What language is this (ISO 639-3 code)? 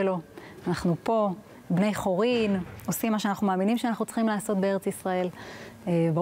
heb